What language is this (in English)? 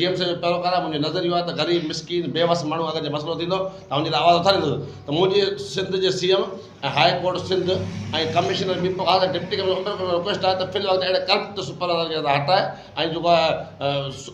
Sindhi